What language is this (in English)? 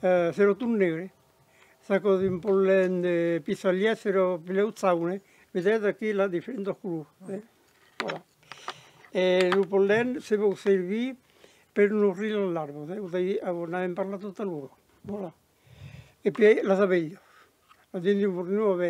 Occitan